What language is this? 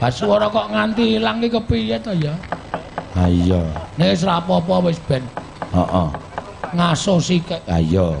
Javanese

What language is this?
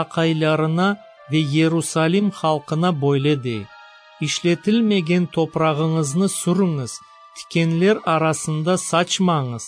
Crimean Tatar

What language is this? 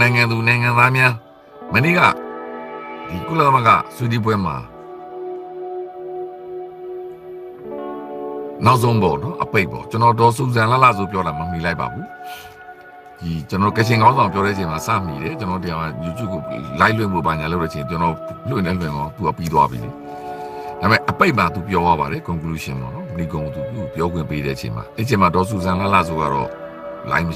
Burmese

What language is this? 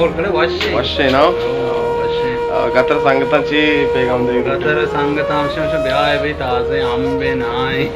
Baluchi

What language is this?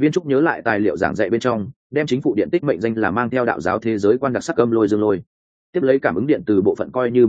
Vietnamese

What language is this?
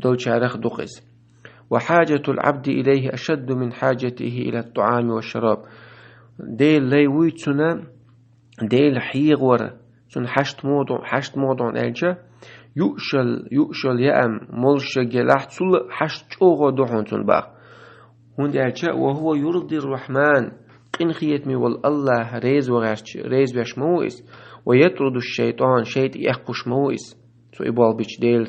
Chechen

